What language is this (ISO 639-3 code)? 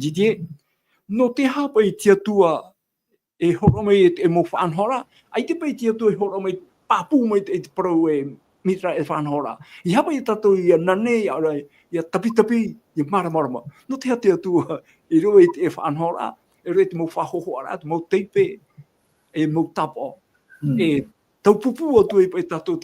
tah